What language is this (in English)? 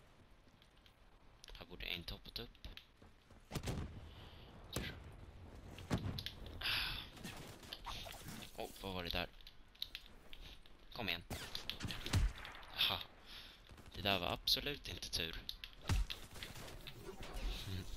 Swedish